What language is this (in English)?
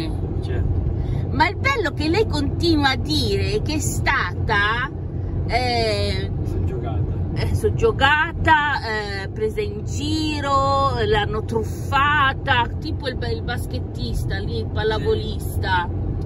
Italian